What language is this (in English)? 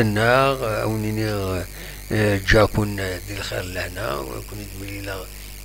Kabyle